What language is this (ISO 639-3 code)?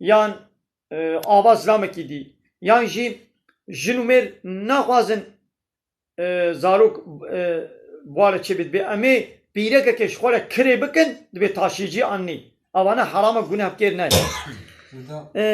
kur